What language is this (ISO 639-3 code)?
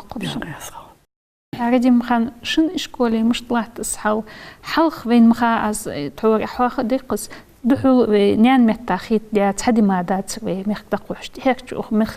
inh